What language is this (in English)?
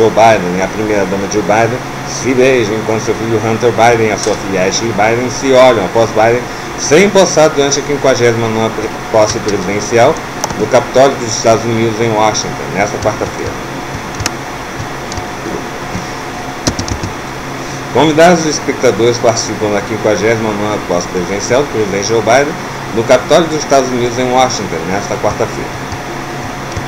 Portuguese